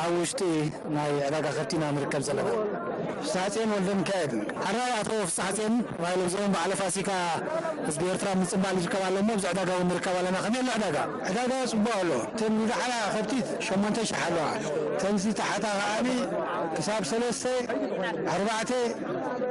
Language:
Tigrinya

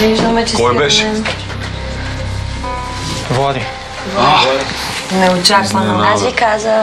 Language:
Bulgarian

